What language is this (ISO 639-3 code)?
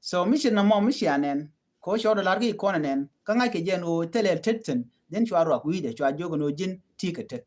nus